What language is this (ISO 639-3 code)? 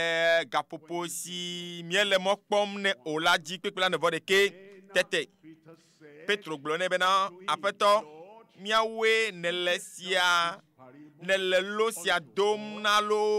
ewe